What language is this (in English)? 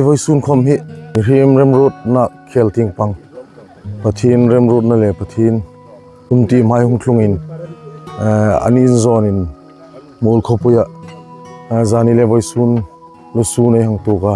Hmar